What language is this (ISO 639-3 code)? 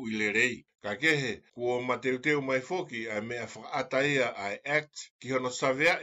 ton